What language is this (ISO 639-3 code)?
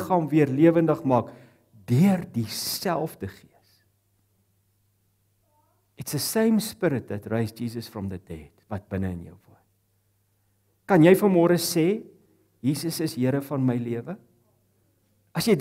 afr